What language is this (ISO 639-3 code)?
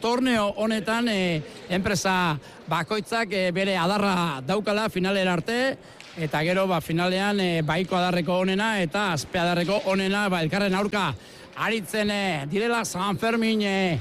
eus